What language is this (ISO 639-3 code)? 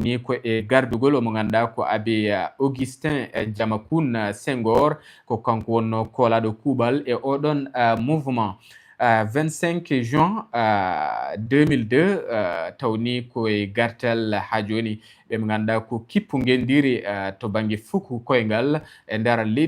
ful